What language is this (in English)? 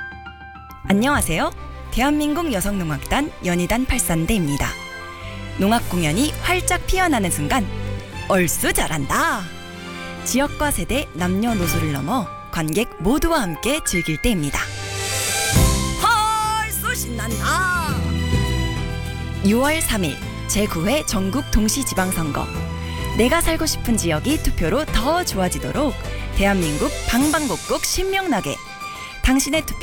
Korean